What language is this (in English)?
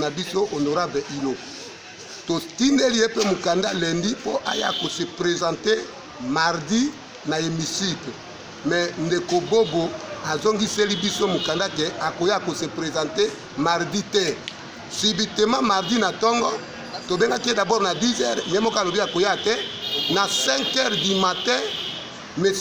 Lingala